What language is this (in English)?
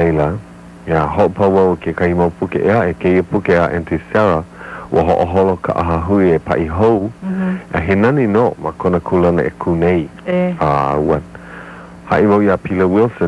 Hawaiian